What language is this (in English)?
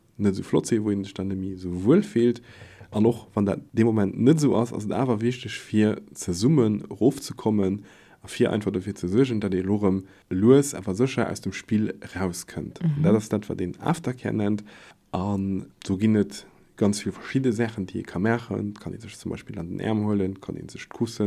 Luxembourgish